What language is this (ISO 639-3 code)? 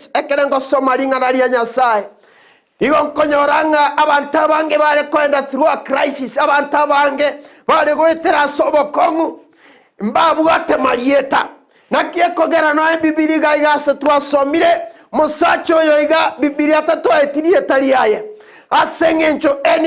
guz